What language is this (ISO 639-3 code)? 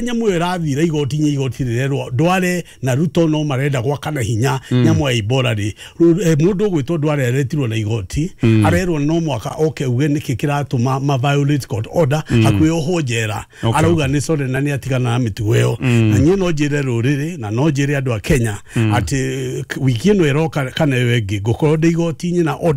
kik